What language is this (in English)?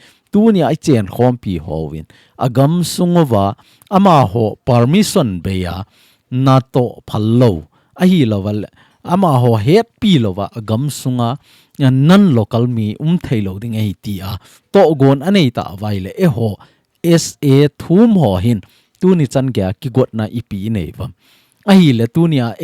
Thado Chin